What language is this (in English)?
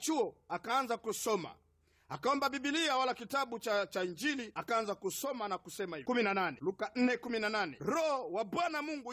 Swahili